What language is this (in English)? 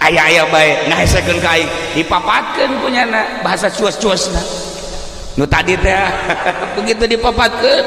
Sundanese